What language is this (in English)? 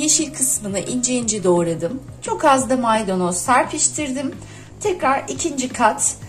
Turkish